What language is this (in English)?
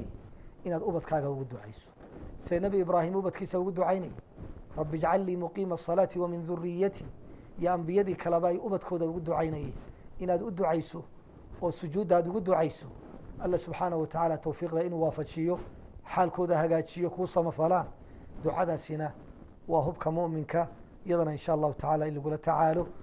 Somali